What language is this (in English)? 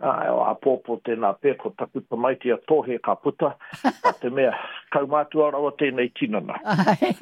Māori